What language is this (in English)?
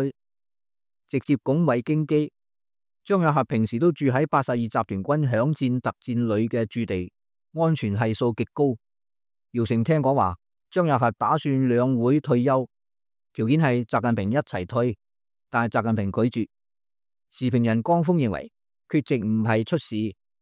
Cantonese